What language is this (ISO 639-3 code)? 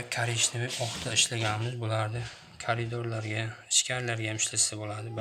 uzb